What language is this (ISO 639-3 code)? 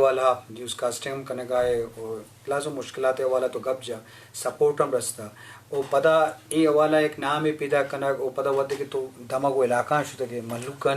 bgp